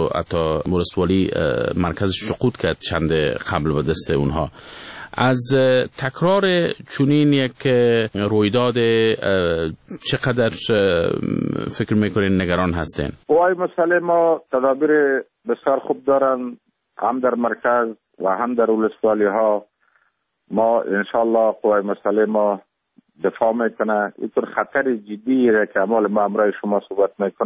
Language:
Persian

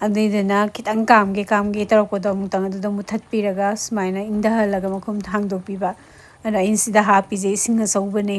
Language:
Manipuri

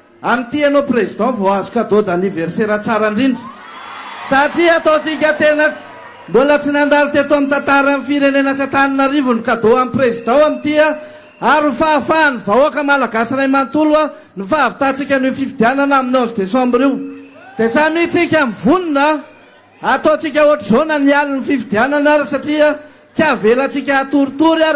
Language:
Malagasy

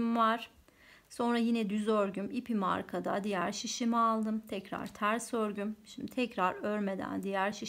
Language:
Turkish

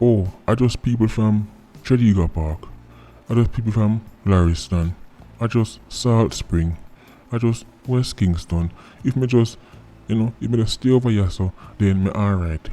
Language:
Jamaican Creole English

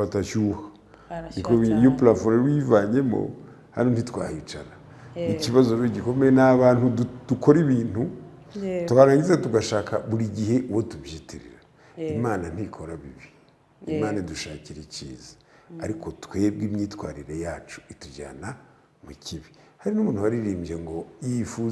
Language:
Kinyarwanda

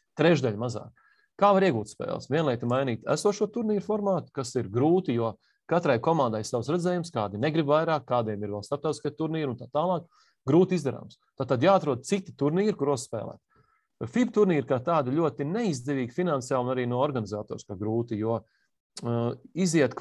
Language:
Latvian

